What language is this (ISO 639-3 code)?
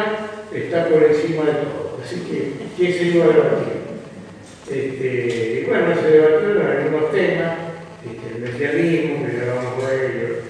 lad